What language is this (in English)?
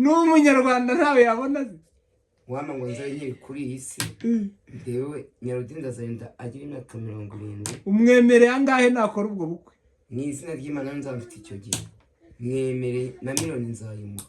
Kinyarwanda